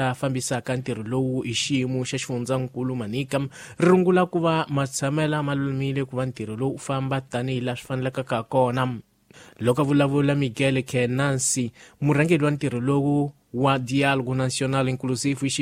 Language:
Tsonga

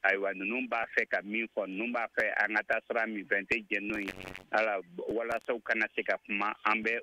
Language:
Bambara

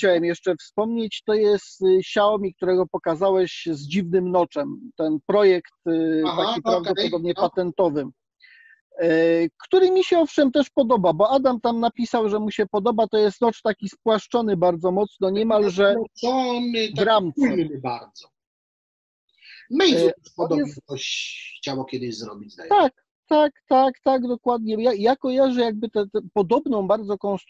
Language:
Polish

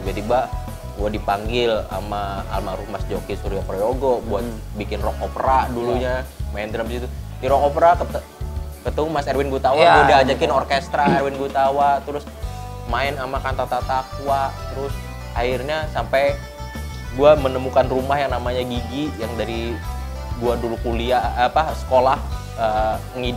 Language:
Indonesian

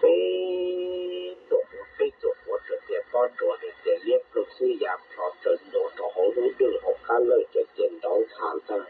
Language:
Hmong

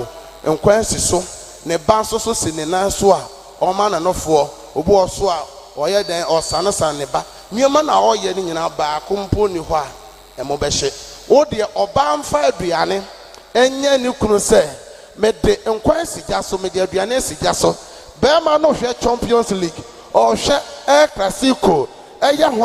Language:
Akan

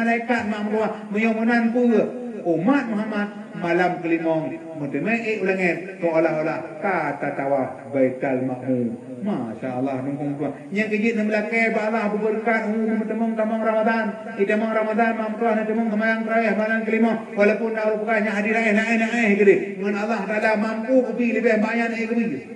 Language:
Achinese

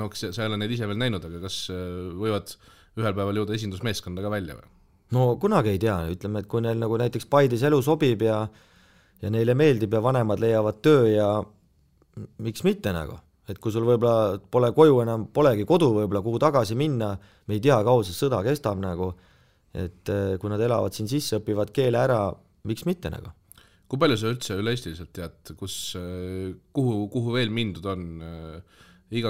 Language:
Estonian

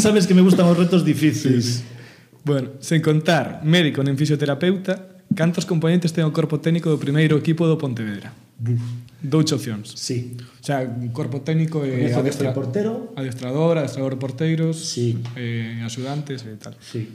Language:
Galician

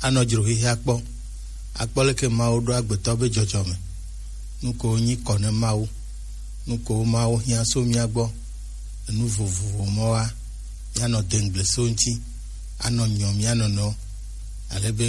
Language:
Gen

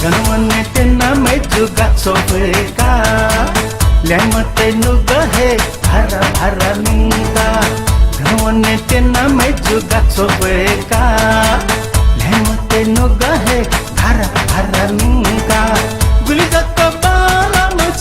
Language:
Newari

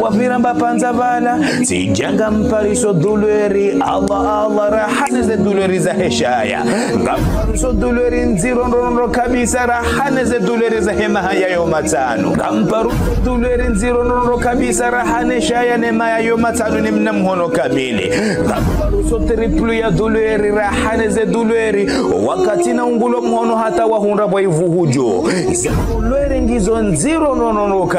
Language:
Ngazidja Comorian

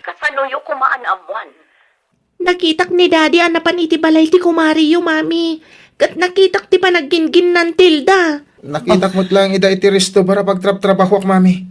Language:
Iloko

